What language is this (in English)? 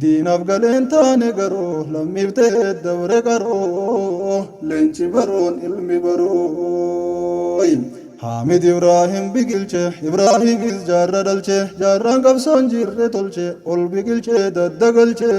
Oromo